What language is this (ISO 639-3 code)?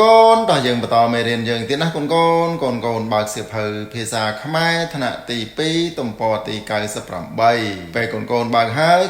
khm